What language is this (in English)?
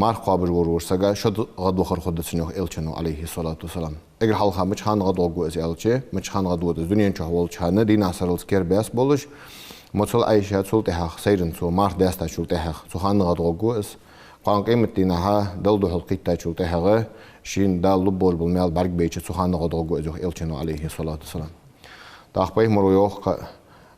Ingush